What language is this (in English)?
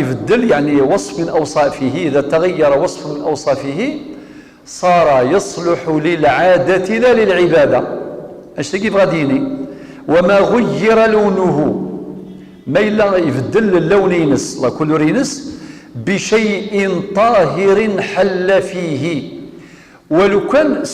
Kabyle